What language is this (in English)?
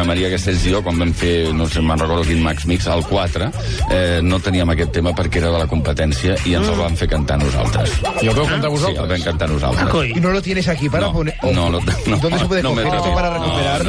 Catalan